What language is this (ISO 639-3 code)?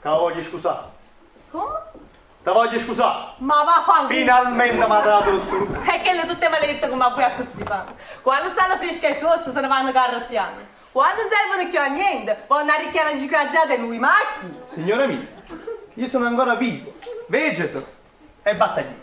nap